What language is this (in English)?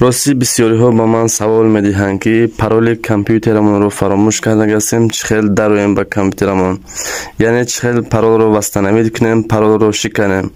Tajik